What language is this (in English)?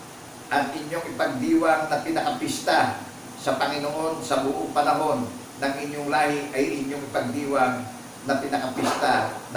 Filipino